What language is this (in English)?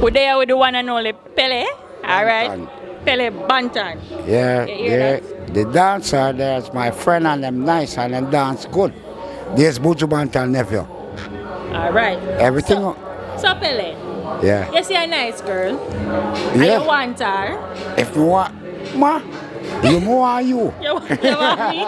Jamaican Creole English